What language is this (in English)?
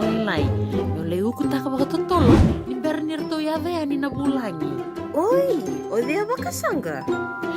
Fijian